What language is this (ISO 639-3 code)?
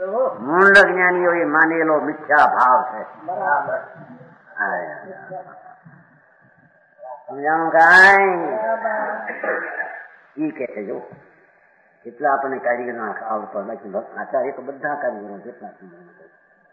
guj